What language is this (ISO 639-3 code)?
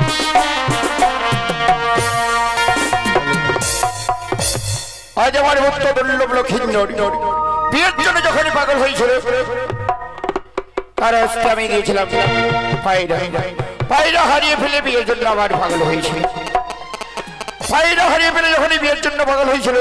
ben